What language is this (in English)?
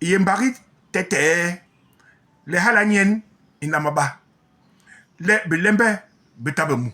Basaa